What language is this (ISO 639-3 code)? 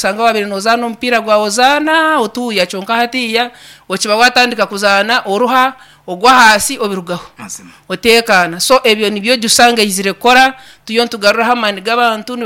nyn